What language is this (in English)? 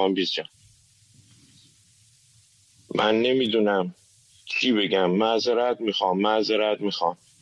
Persian